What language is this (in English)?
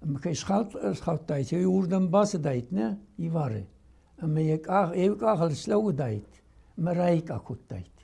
Ossetic